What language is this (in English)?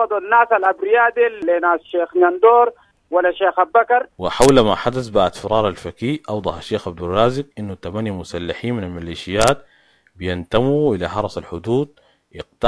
Sudanese Arabic